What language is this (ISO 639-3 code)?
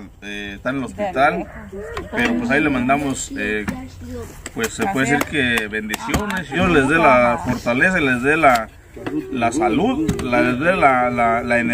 spa